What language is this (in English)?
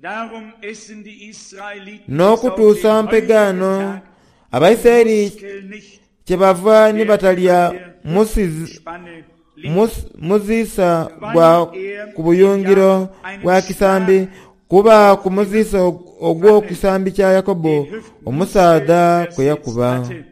Soga